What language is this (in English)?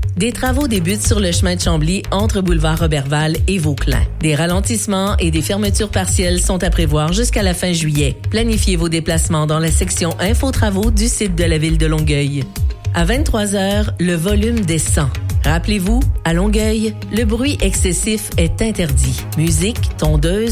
French